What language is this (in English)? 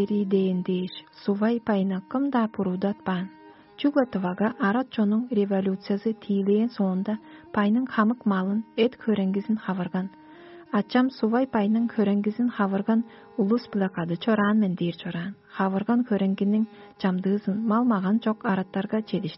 Tuvinian